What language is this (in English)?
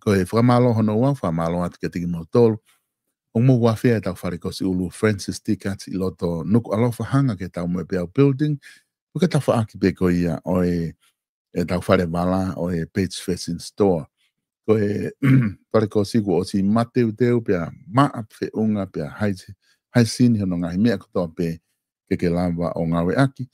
Tongan